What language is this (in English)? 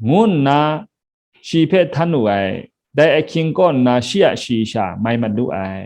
Kachin